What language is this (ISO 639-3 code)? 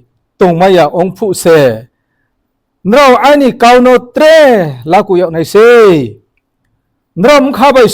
ria